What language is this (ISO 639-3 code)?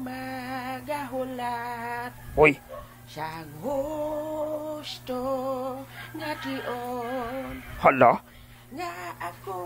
hil